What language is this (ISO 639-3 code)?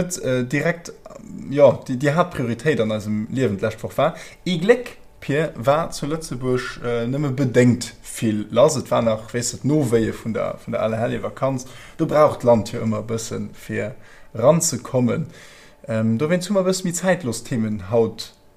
ltz